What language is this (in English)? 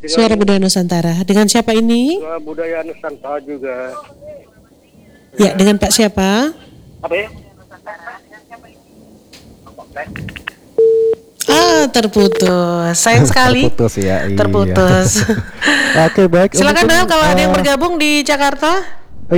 Indonesian